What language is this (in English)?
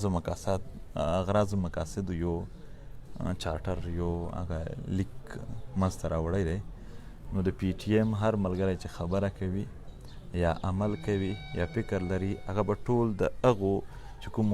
Pashto